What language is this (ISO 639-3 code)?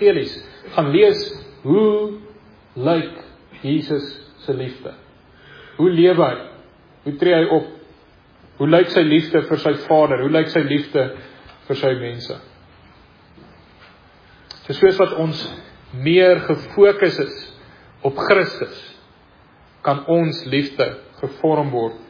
afr